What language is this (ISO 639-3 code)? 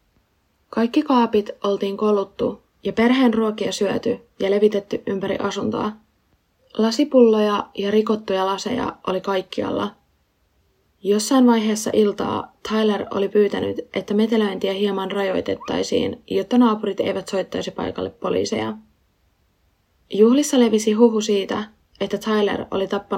fin